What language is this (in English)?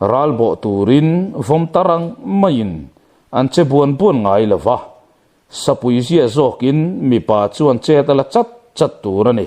Mizo